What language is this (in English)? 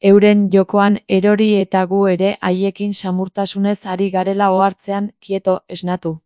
Basque